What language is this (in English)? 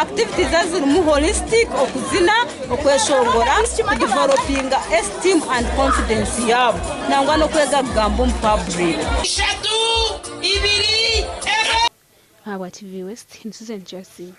Nyankole